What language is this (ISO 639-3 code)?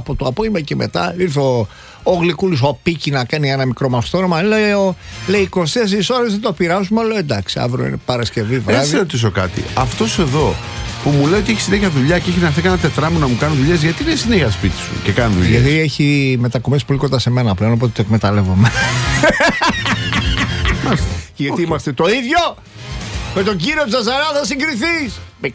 ell